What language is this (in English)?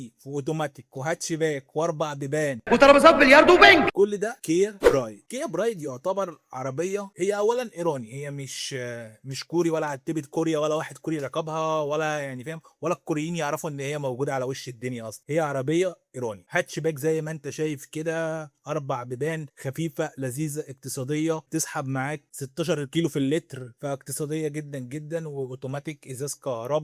Egyptian Arabic